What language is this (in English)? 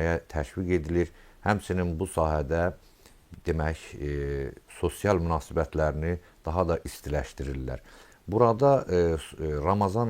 Azerbaijani